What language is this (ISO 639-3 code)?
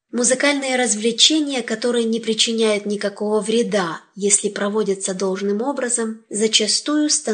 rus